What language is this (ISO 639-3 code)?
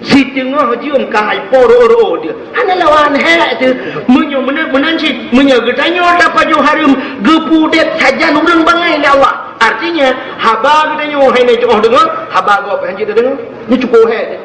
ace